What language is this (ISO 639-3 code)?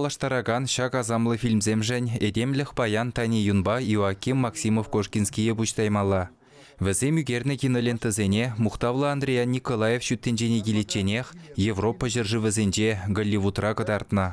chv